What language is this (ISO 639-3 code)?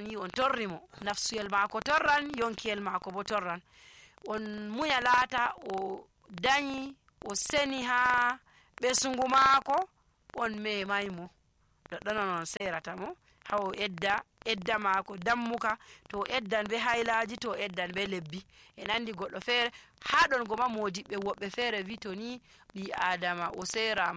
fuv